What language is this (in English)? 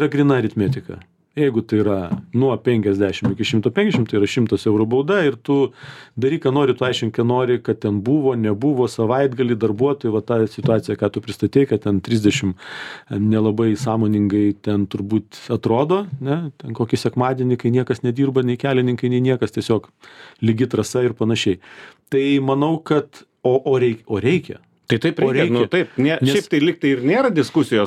Lithuanian